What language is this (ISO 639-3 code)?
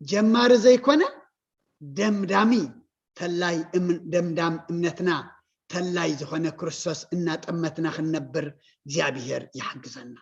tir